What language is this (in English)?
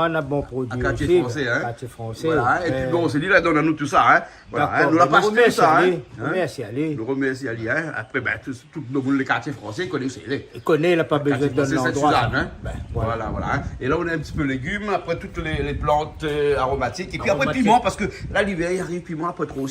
Réunion Creole French